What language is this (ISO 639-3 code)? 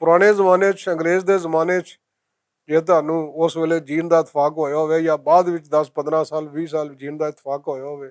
lah